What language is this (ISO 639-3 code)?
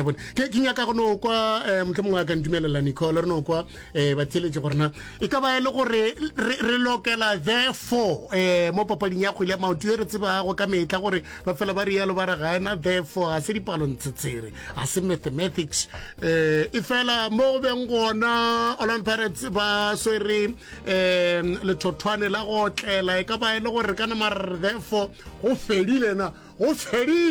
nso